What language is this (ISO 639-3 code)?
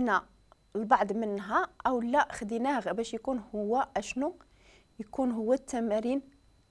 ary